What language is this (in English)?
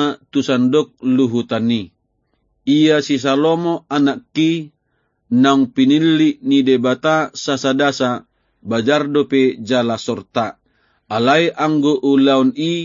Batak Toba